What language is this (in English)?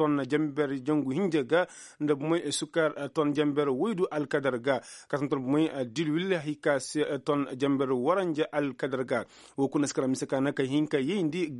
Koyraboro Senni